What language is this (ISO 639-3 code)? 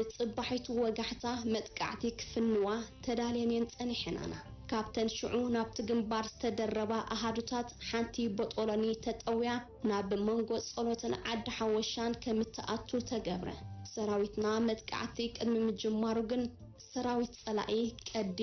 tir